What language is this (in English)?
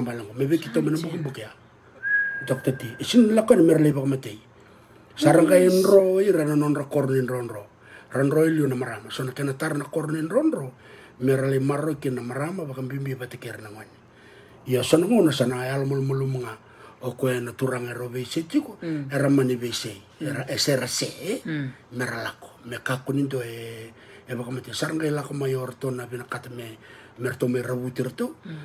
Fijian